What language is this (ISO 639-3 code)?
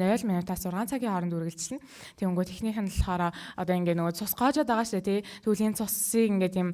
mon